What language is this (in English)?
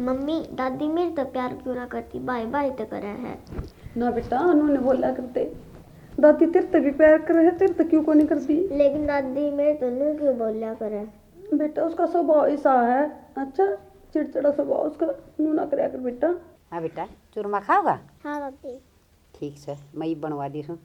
Haryanvi